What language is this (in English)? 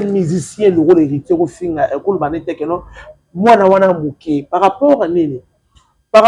Lingala